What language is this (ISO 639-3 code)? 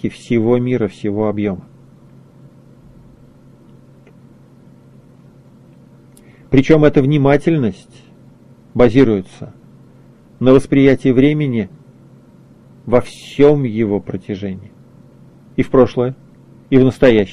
rus